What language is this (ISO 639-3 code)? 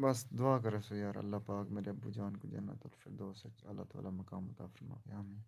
skr